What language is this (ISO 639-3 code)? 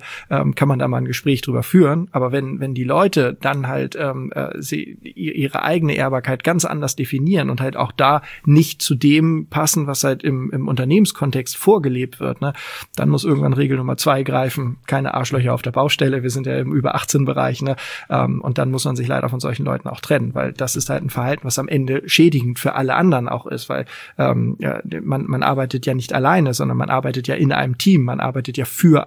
deu